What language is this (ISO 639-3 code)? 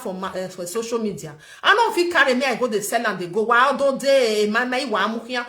pcm